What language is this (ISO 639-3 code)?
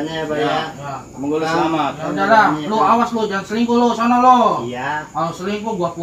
bew